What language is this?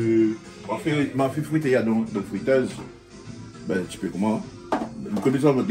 Réunion Creole French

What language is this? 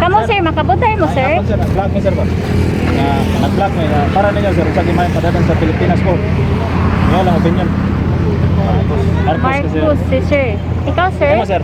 Cebuano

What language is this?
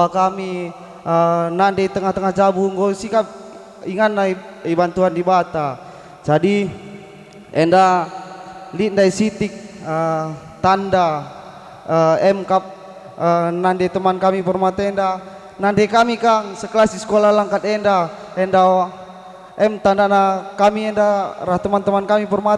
Batak Karo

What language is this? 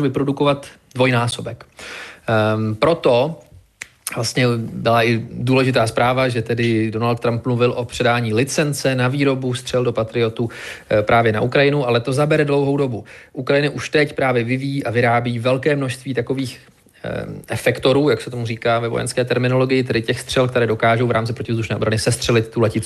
Czech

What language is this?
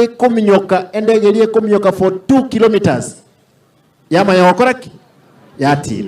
Gusii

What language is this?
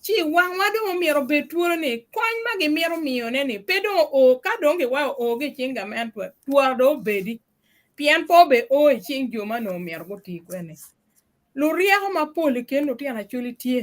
Acoli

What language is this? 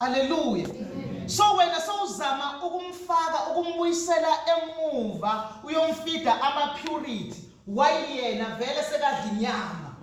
Zulu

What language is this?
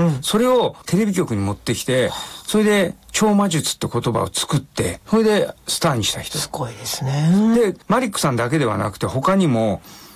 Japanese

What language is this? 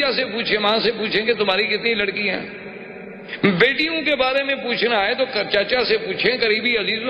Urdu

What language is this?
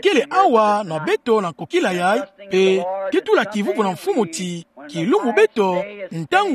Kituba (Democratic Republic of Congo)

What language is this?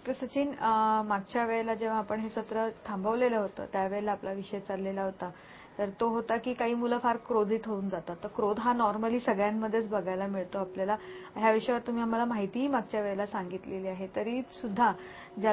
Marathi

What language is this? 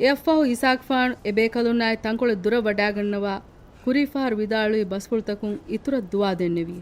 Divehi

